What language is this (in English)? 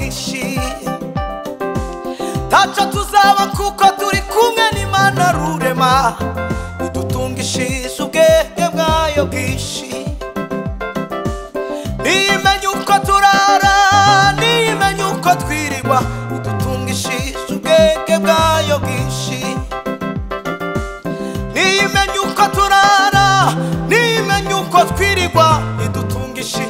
Kinyarwanda